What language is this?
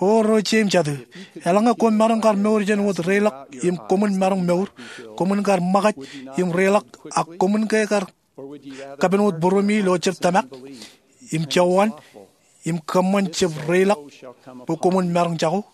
Marshallese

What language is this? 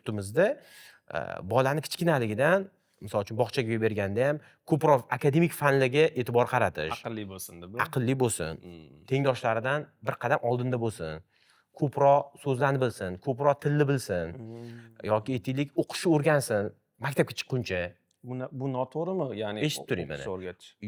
Uzbek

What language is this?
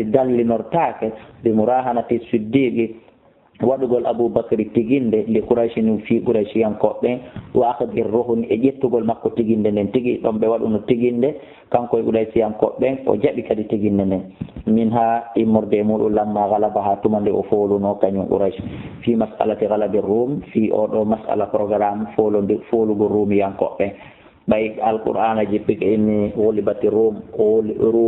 Fula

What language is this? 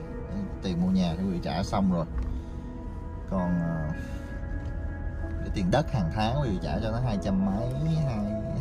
Vietnamese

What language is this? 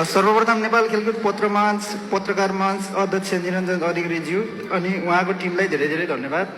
Nepali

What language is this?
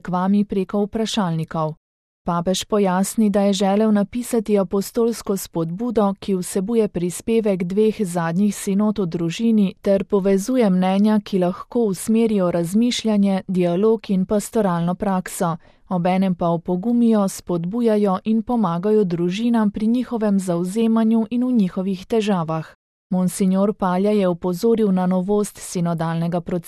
Slovenian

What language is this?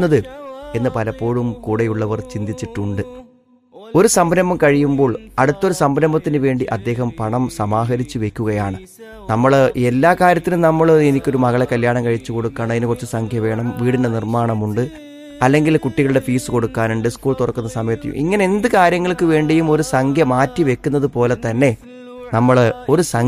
Malayalam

